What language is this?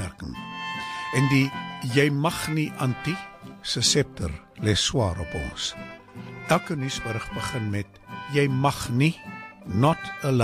Afrikaans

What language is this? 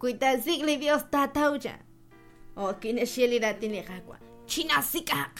Kekchí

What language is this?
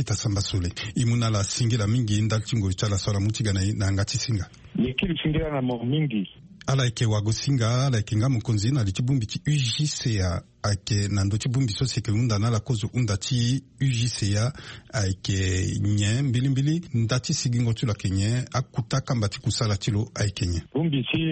Sango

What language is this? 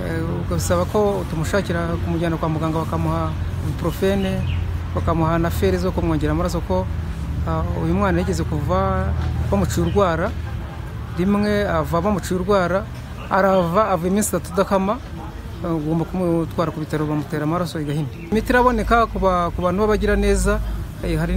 Kinyarwanda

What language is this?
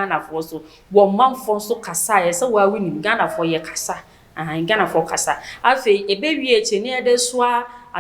Akan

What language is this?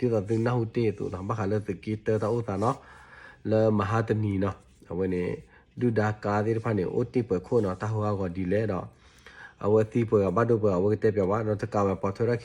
S'gaw Karen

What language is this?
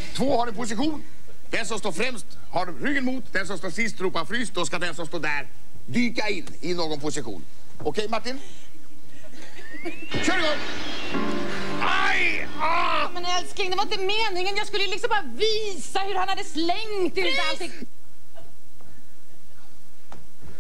Swedish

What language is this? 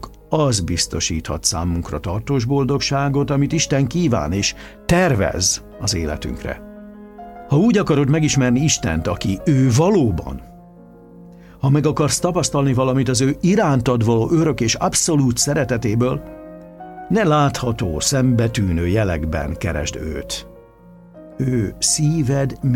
Hungarian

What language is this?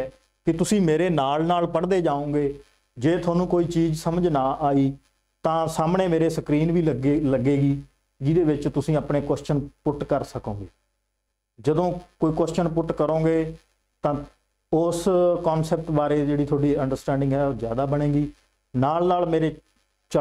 Punjabi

